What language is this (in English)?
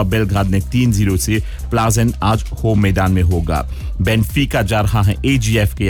Hindi